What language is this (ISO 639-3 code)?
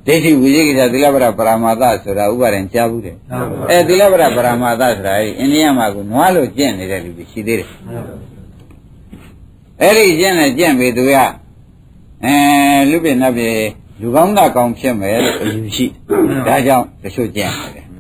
mya